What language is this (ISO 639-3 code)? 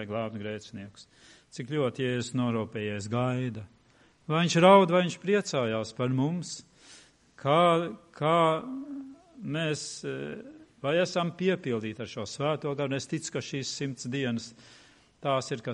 lav